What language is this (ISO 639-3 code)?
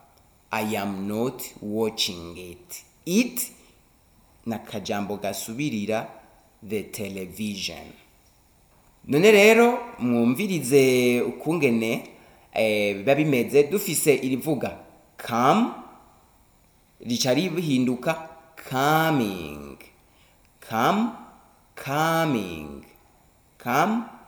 run